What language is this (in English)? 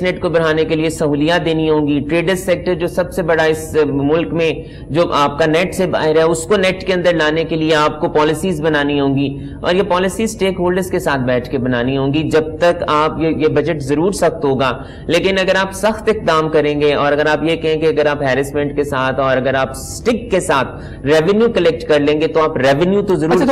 Urdu